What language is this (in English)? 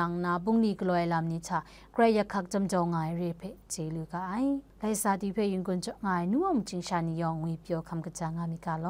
Kachin